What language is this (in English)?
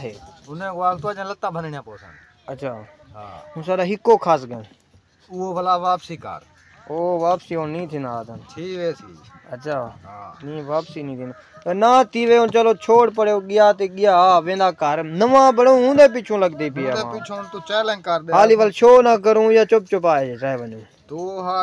Saraiki